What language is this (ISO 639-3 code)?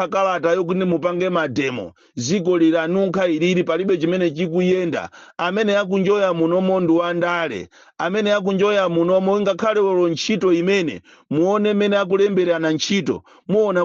nya